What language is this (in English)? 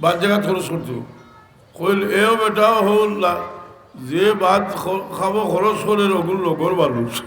Sylheti